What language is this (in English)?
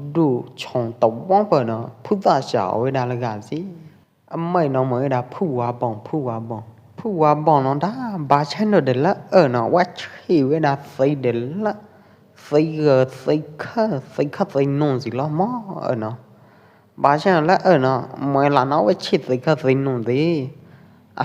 Pwo Eastern Karen